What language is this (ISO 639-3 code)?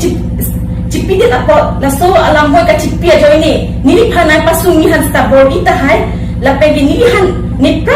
mjw